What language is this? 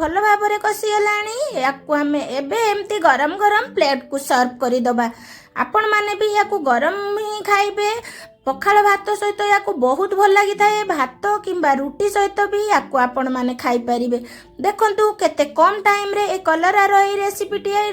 Odia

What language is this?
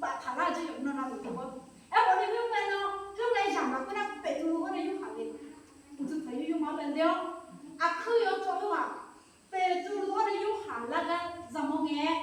Akha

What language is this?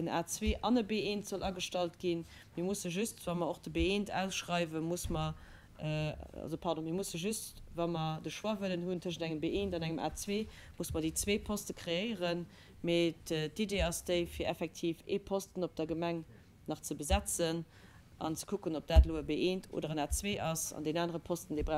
Luxembourgish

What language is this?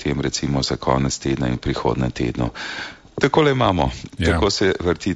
Slovenian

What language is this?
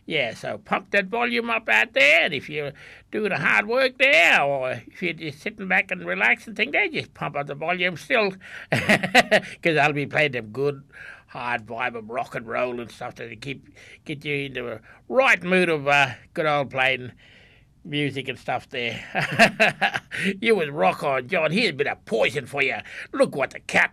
English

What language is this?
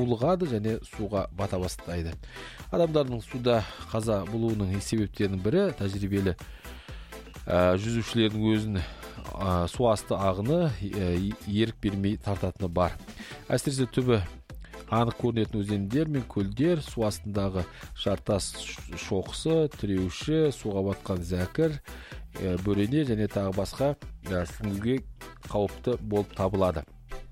Kazakh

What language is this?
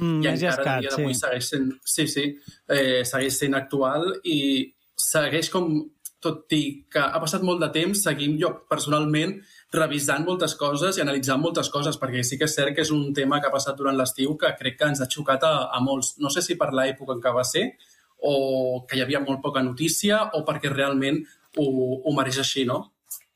Catalan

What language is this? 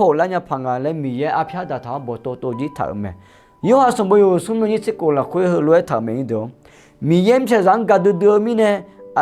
Akha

